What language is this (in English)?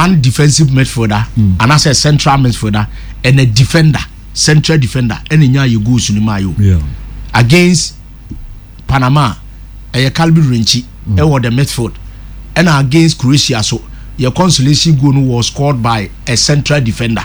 Akan